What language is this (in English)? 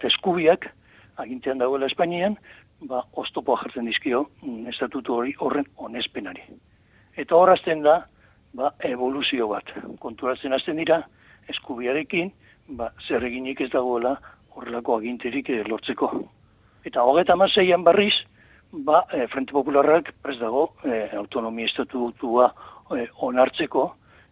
Basque